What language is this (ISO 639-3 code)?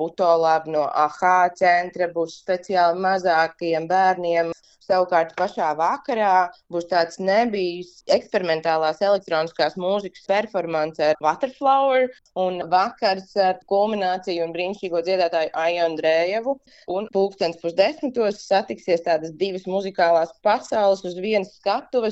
lav